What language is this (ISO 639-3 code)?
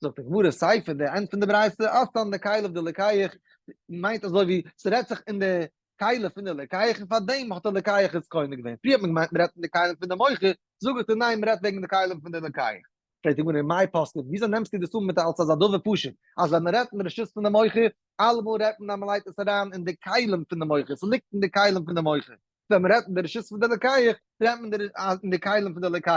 yid